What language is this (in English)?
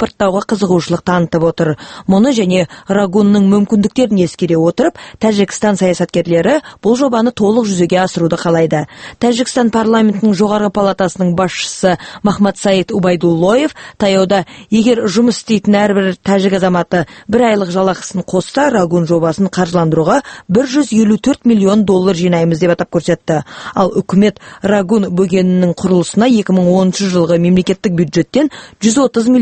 Kazakh